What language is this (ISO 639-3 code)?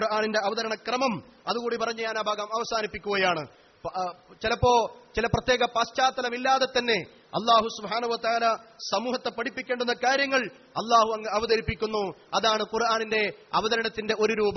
mal